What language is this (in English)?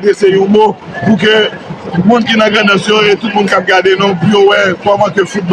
Haitian Creole